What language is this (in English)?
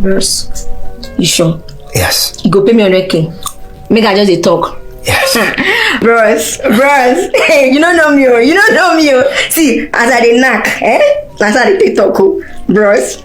Nigerian Pidgin